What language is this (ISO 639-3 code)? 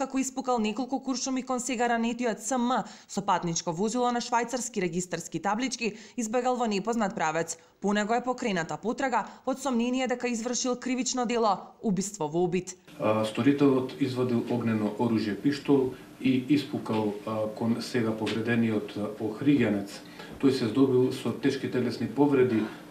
mkd